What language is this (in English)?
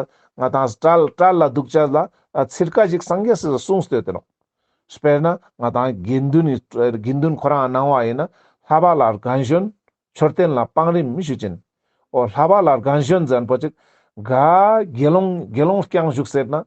Ladakhi